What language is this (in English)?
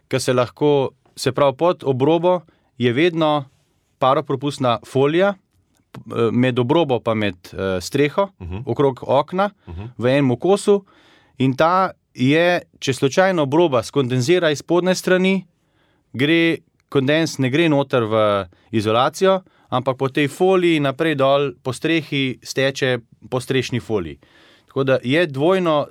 Slovenian